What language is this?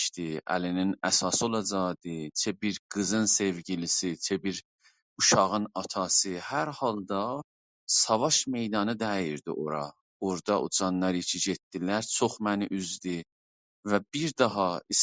South Azerbaijani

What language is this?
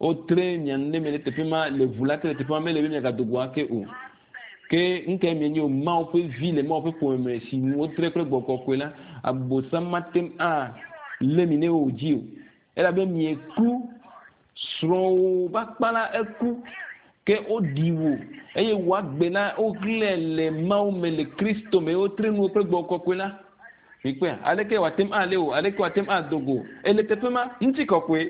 Ewe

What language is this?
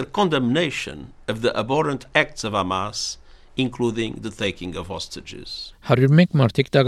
Armenian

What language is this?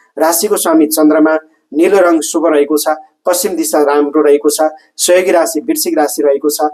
Nepali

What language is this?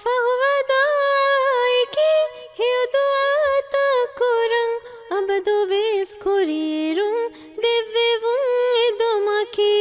Divehi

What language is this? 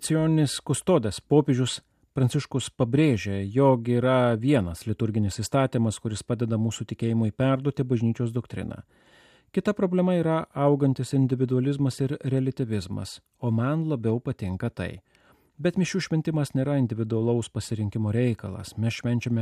Lithuanian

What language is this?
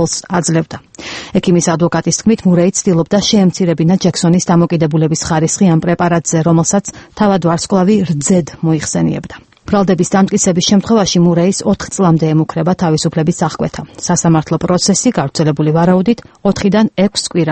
Georgian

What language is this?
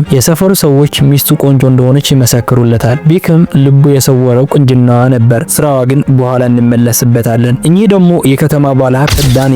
Amharic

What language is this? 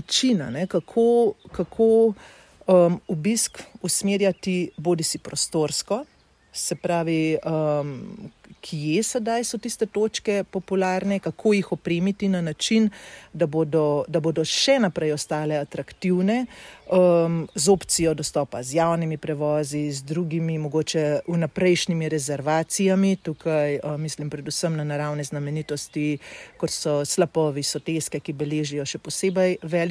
Slovenian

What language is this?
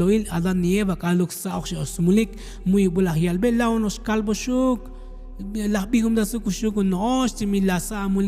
Tzotzil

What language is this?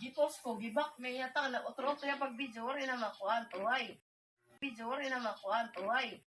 Waray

